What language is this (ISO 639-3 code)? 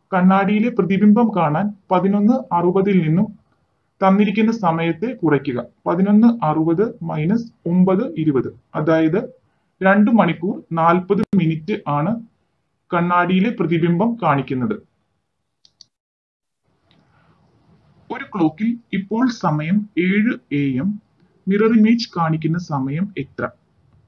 mal